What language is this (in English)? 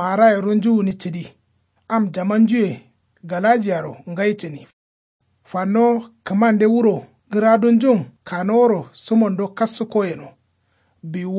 Kanuri